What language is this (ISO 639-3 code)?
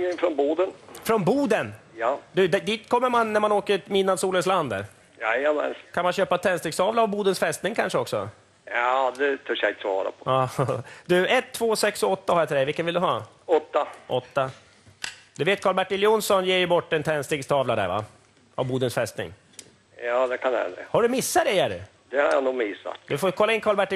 swe